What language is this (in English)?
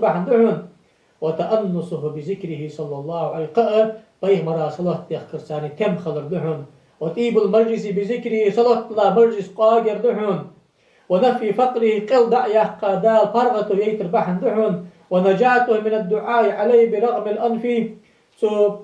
Ingush